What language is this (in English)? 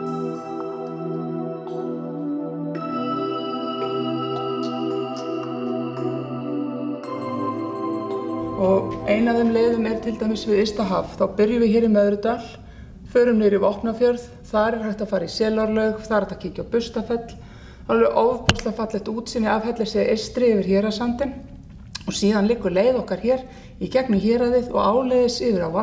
Icelandic